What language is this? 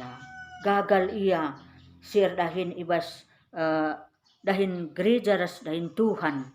Batak Karo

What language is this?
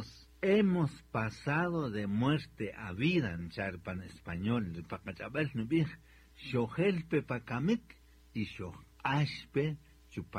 Kaqchikel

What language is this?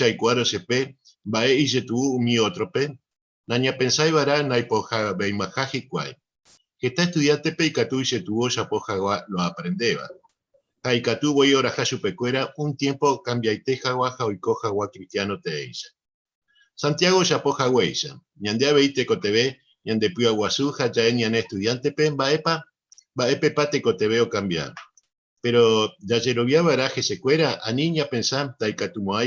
Guarani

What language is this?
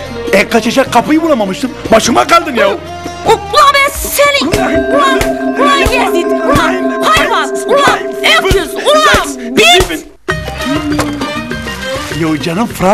Turkish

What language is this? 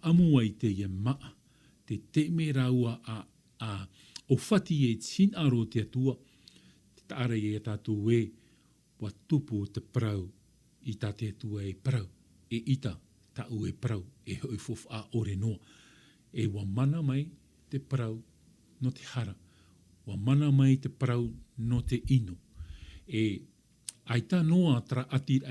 Tahitian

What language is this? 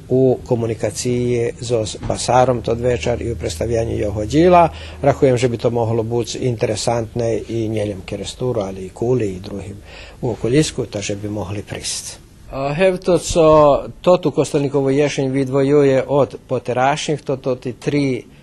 Rusyn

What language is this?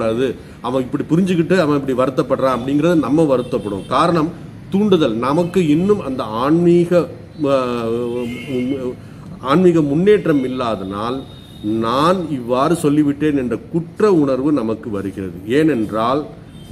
Tamil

